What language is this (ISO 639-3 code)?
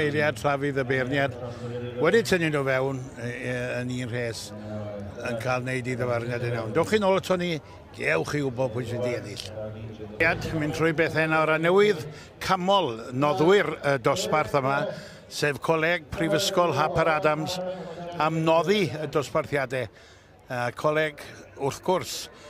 cym